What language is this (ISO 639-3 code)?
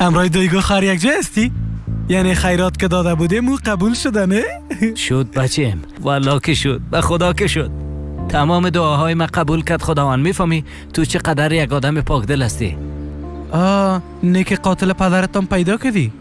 fas